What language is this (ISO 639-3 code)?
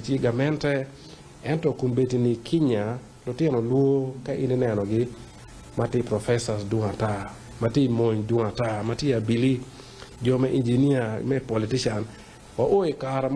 ach